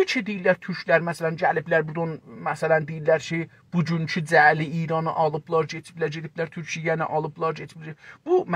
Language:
South Azerbaijani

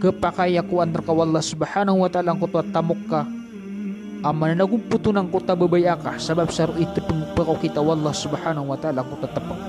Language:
Maranao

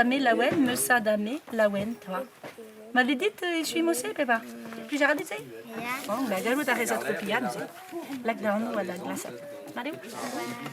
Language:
Breton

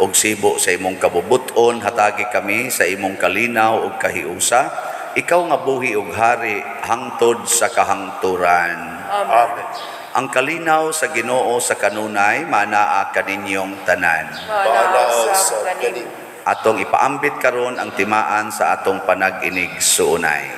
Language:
Cebuano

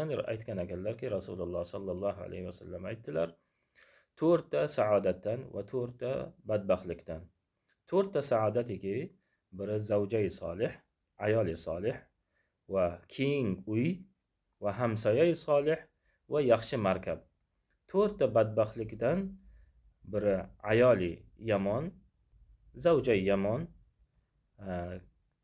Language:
Uzbek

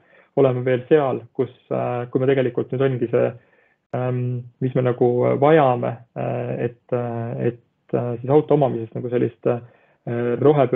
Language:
Estonian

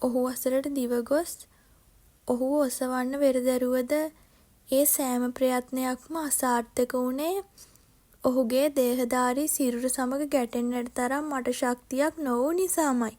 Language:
Sinhala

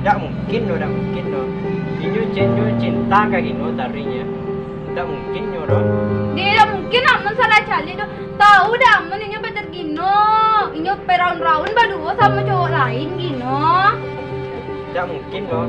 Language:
Minangkabau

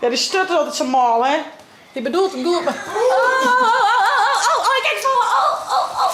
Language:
Western Frisian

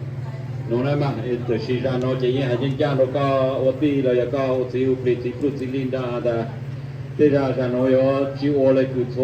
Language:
Hmong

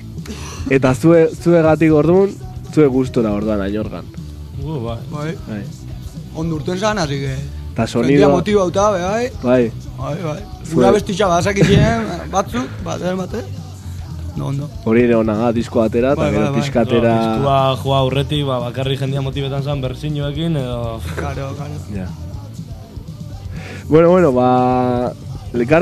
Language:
Basque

